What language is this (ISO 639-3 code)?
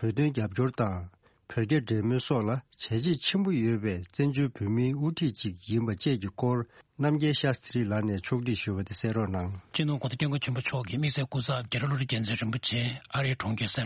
bod